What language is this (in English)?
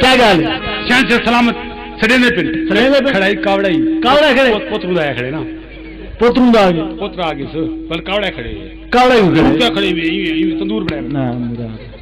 Saraiki